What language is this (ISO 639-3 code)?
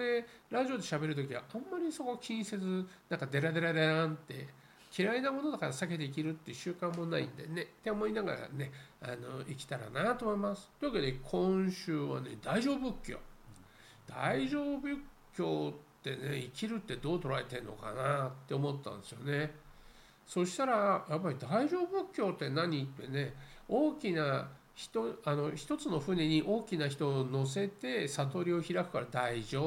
jpn